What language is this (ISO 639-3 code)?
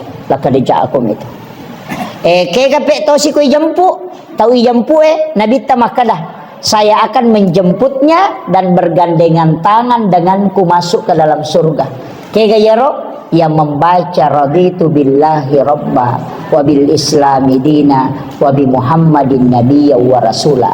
bug